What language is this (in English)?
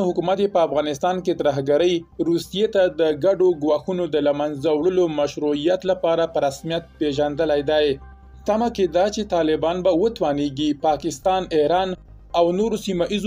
Pashto